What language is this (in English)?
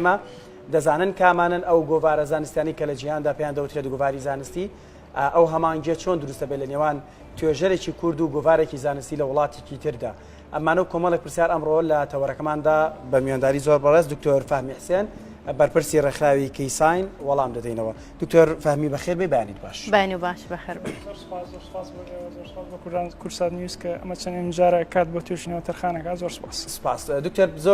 Central Kurdish